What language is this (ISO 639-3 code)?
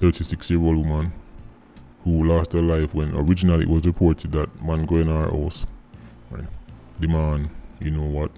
jam